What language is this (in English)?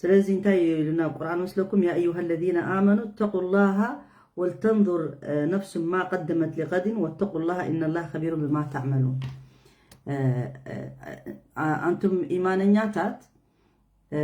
Tigrinya